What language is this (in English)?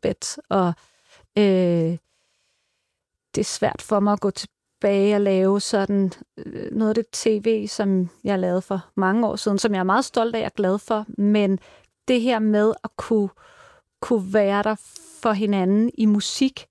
Danish